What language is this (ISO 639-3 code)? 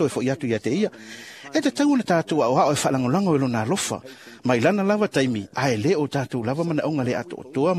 smo